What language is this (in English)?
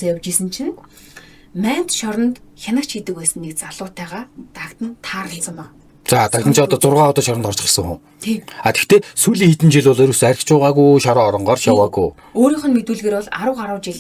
Mongolian